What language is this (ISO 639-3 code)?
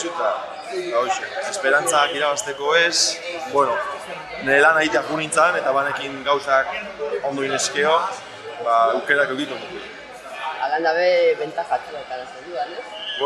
eus